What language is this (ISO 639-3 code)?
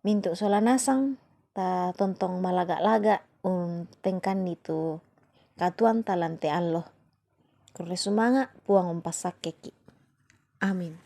sda